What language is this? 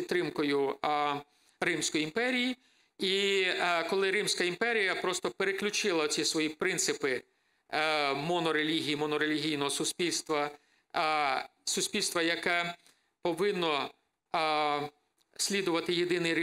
Ukrainian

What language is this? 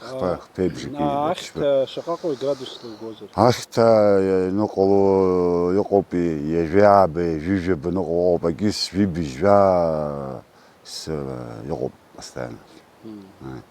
Abkhazian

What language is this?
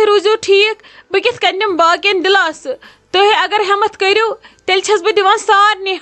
Kashmiri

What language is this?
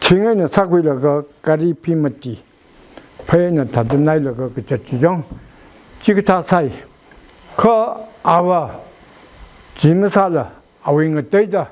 Tangkhul Naga (India)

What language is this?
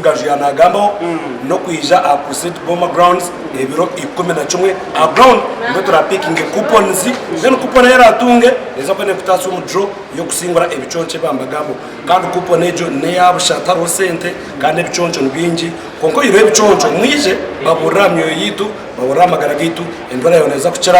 Nyankole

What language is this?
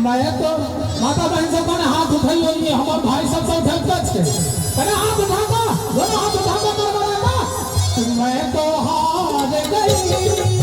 Maithili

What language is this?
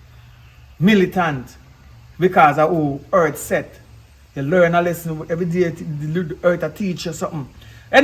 Jamaican Creole English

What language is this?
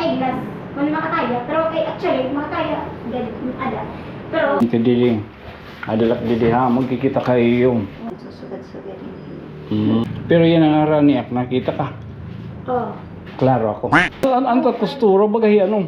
Waray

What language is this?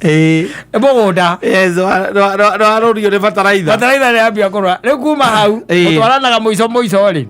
Kikuyu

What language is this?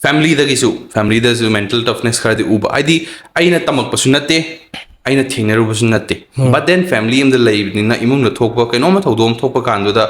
Manipuri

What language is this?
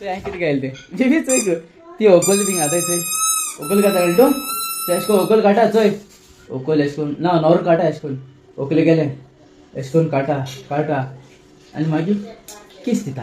Konkani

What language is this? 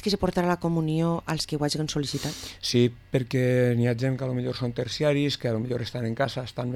Catalan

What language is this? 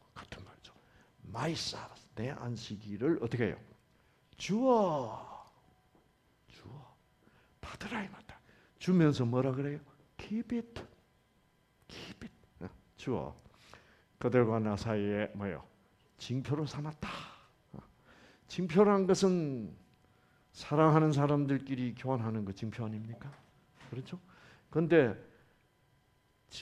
Korean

